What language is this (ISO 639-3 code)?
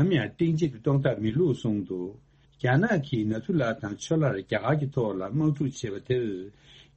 bod